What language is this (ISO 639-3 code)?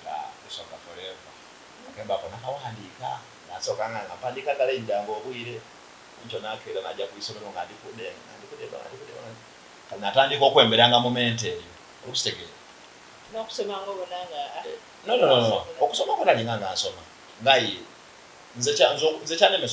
xog